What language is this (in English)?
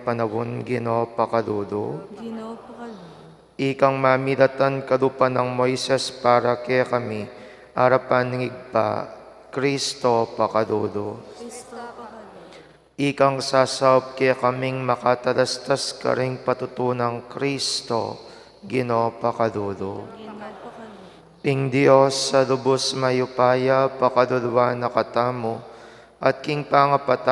Pampanga